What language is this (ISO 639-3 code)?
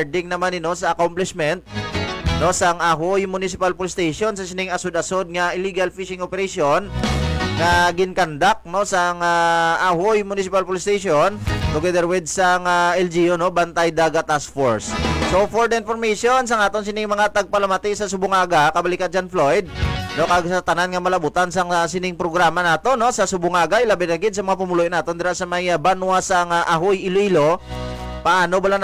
hil